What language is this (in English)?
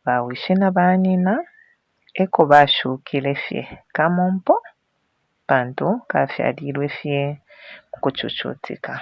Bemba